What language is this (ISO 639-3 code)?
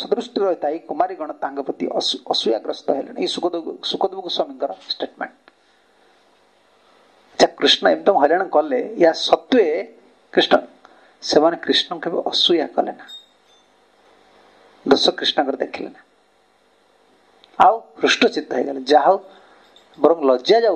ori